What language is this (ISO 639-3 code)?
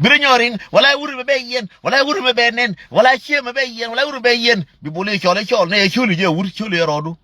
nus